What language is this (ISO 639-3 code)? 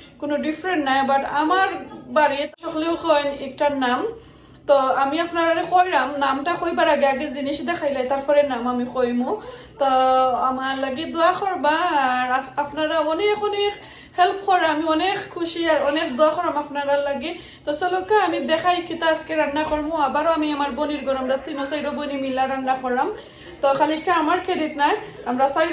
syl